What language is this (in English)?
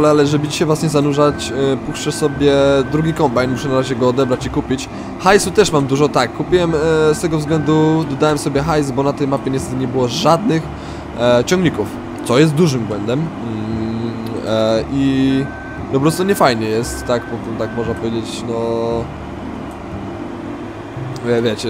Polish